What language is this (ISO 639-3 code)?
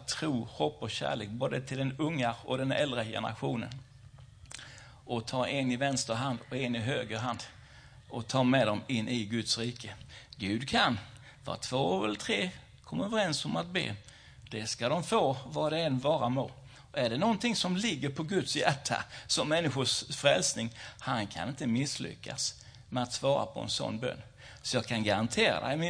swe